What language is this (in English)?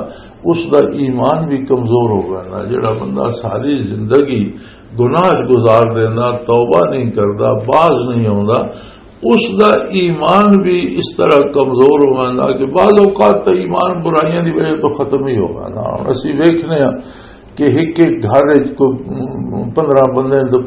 Western Panjabi